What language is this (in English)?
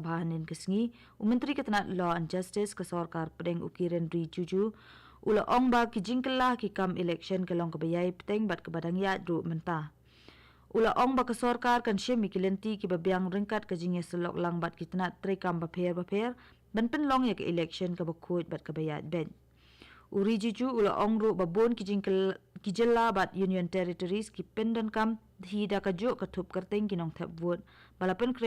Khasi